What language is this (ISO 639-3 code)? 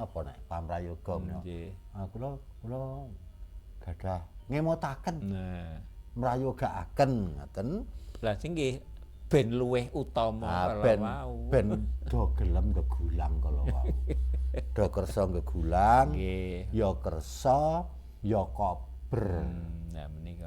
jav